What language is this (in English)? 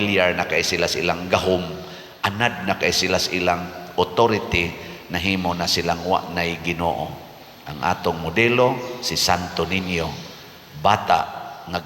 Cebuano